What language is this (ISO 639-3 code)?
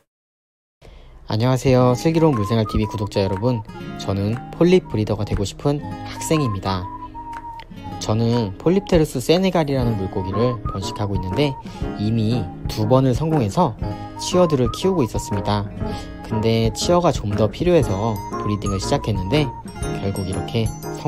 kor